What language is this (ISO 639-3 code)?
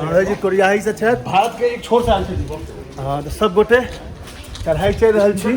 mai